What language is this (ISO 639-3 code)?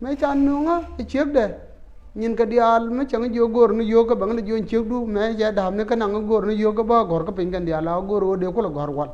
nus